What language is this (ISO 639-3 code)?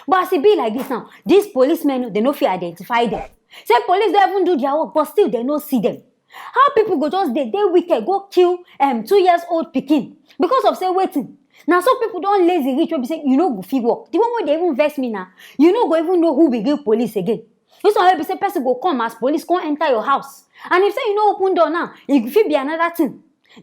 pcm